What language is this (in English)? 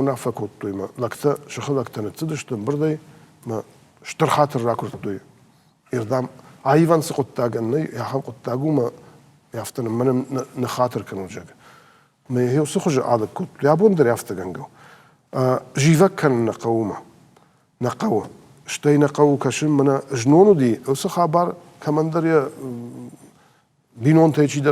Ossetic